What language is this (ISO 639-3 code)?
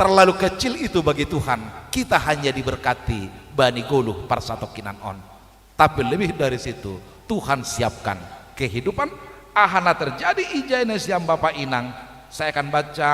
bts